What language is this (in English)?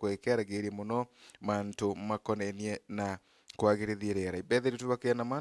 Meru